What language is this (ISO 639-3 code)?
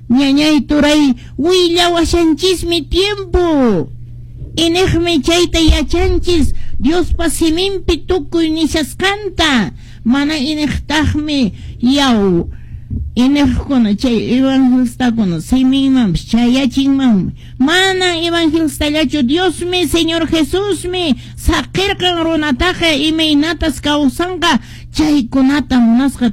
que